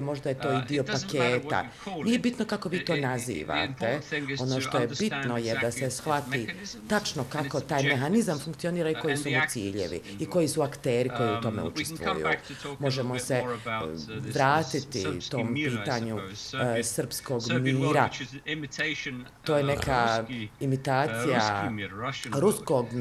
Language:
Bosnian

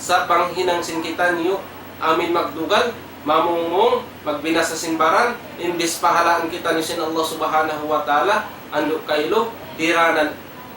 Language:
Tausug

